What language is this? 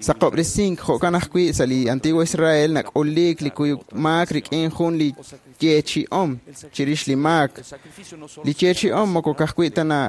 Kekchí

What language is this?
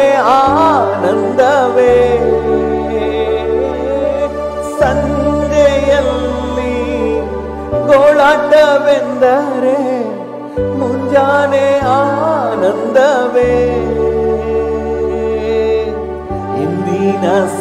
Kannada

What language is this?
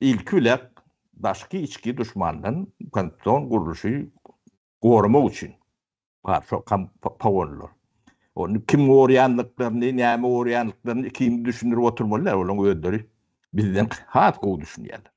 Turkmen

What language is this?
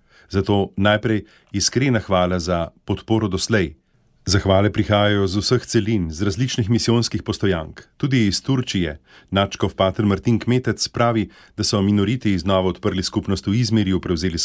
Slovenian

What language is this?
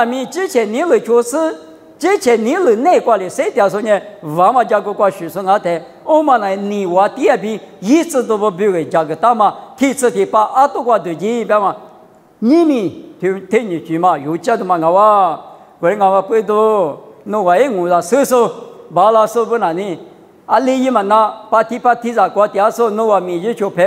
Lisu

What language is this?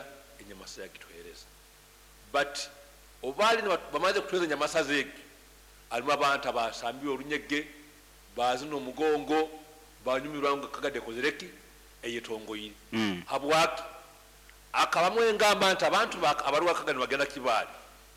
Nyankole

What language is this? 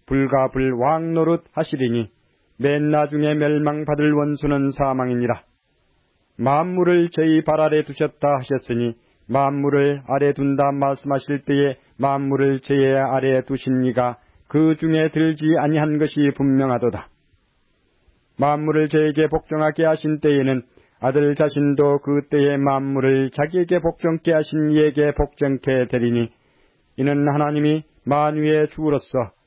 Korean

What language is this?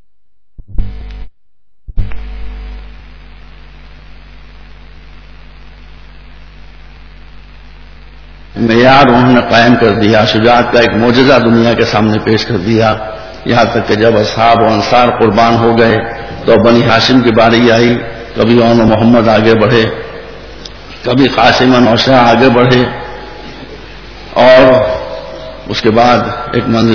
Urdu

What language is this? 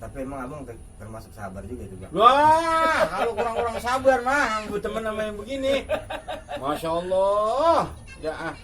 Betawi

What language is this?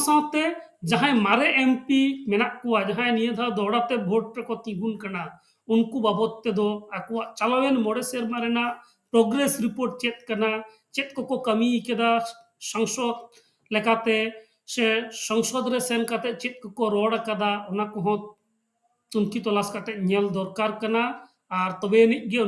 Santali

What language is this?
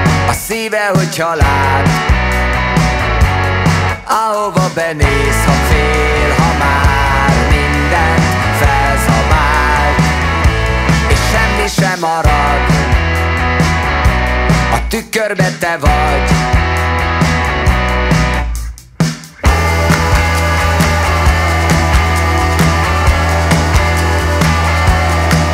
Hungarian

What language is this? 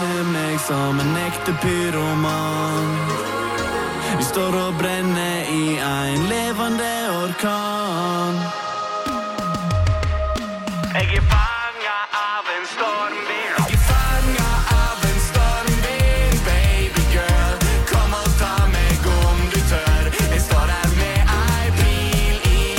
Norwegian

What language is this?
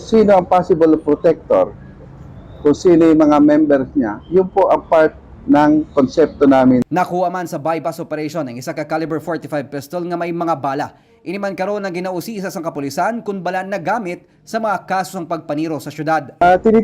Hiligaynon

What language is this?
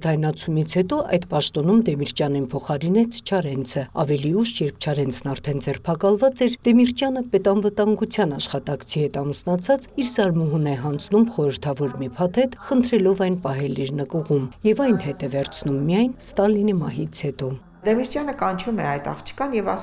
Armenian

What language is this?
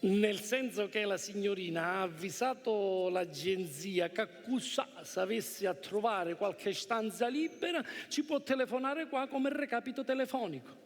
Sicilian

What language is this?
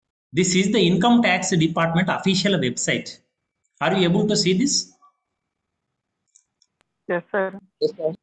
Telugu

